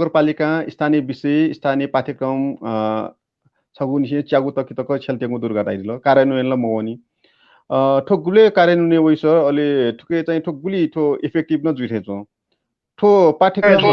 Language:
Newari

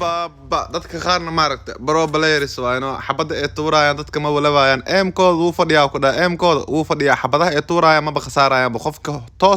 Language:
Somali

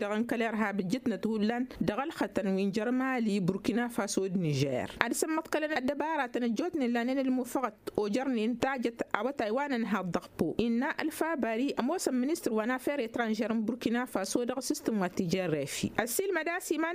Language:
Tamasheq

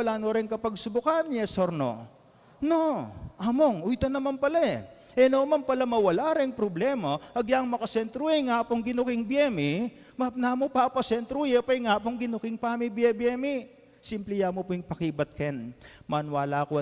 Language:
Pampanga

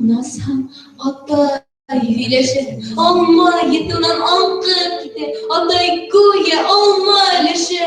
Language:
Bashkir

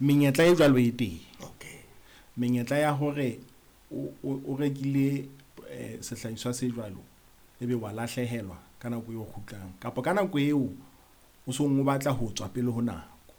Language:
Southern Sotho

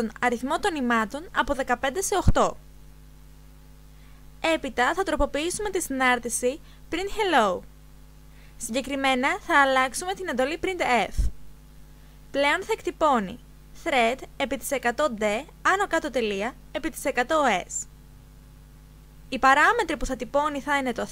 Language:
Greek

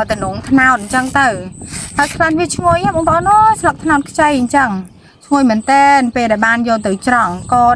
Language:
Khmer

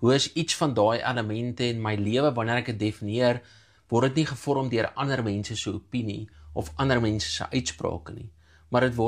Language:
Afrikaans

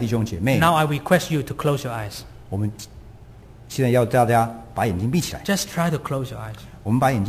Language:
Chinese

